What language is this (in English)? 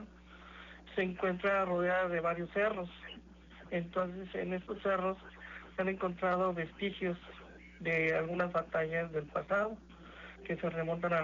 Spanish